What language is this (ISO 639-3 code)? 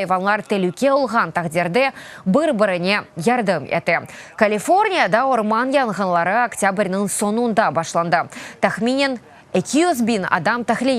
crh